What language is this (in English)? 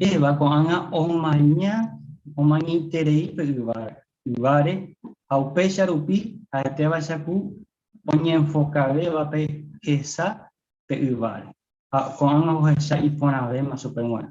Guarani